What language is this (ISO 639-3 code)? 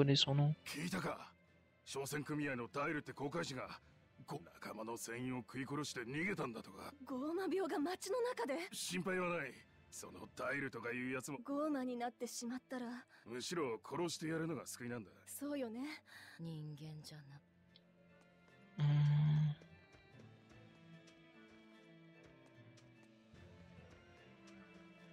jpn